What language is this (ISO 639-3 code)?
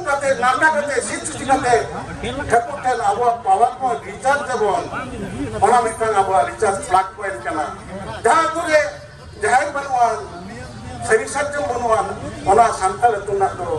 sat